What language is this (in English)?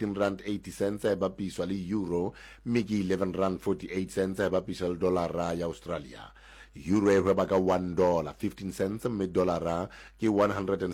Southern Sotho